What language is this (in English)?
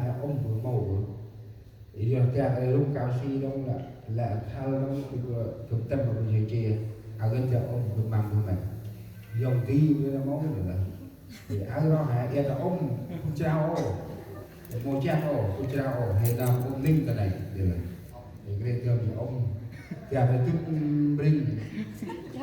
Central Mnong